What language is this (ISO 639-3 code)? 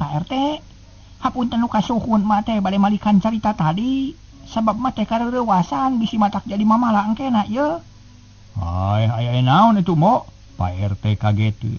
sun